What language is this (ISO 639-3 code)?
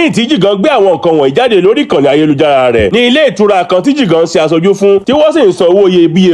yor